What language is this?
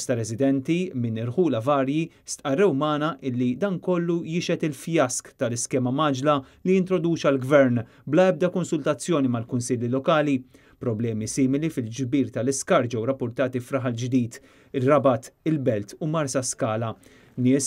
Maltese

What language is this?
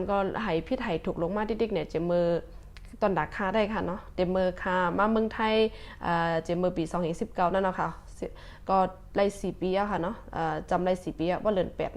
Shan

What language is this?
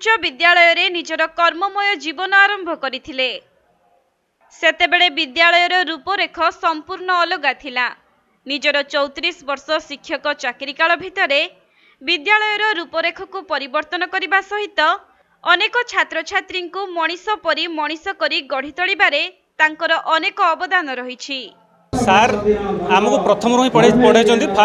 Odia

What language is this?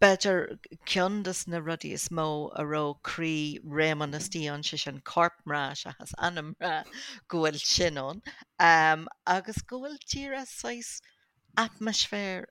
Irish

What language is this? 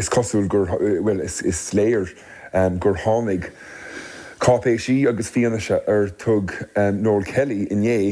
Irish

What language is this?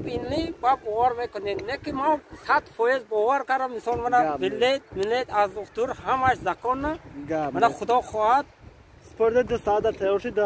Tajik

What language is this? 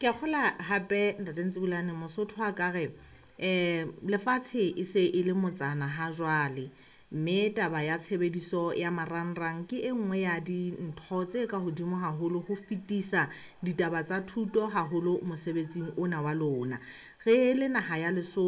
Southern Sotho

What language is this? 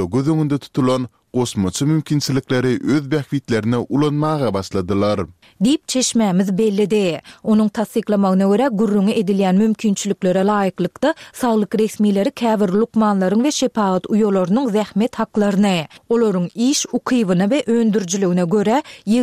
Turkmen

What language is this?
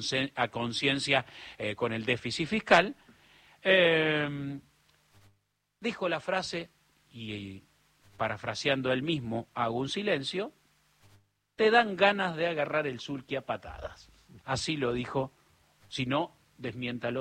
Spanish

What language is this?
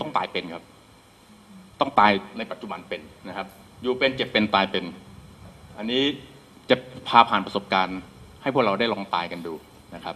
Thai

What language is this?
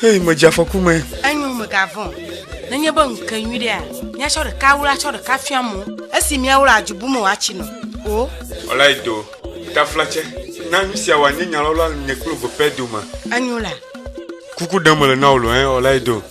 Ewe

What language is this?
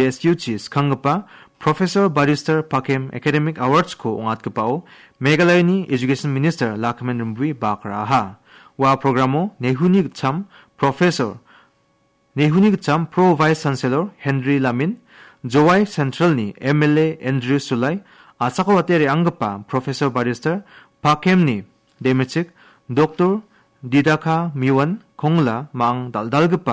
Garo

